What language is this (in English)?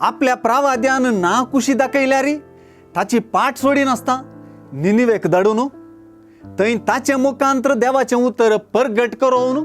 Konkani